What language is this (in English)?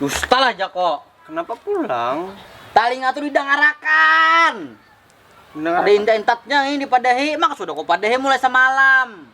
Banjar